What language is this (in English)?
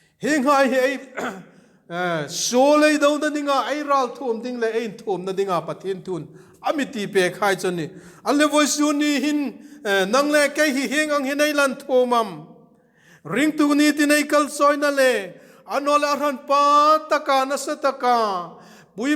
Hmar